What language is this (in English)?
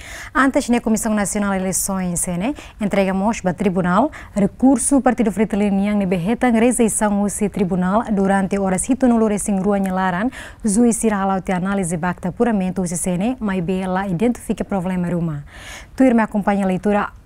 Tetum